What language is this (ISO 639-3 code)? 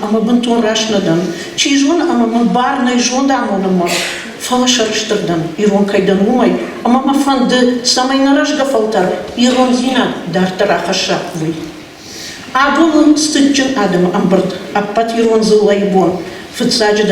oss